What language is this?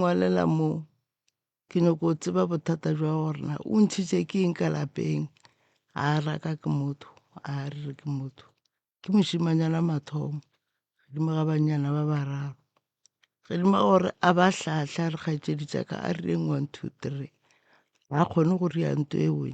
Northern Sotho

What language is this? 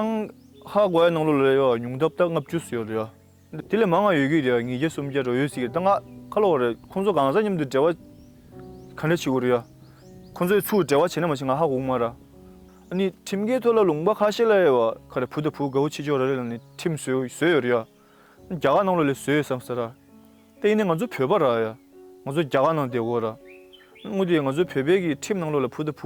Tibetan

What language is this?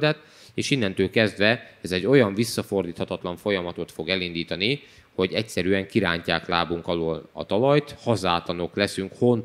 Hungarian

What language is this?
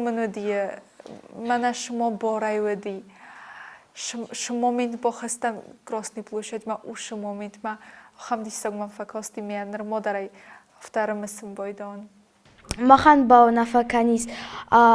Ossetic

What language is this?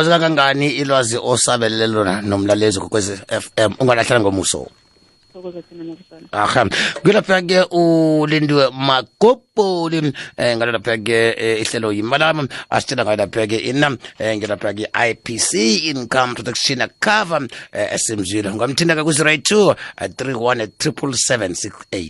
South Ndebele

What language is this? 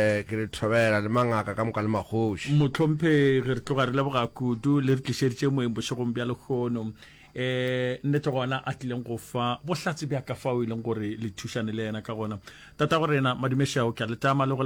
Northern Sotho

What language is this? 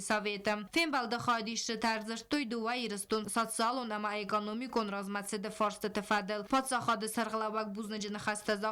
Ossetic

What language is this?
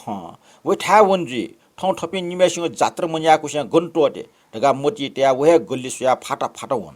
Newari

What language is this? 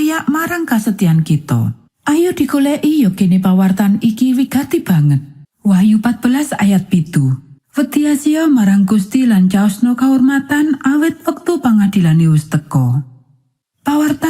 Javanese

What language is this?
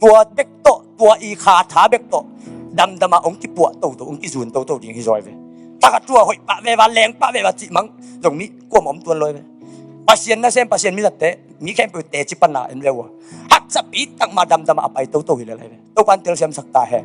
Tedim Chin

